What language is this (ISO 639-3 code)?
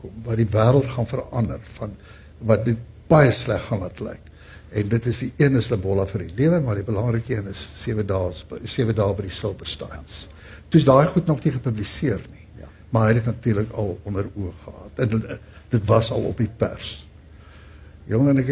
afr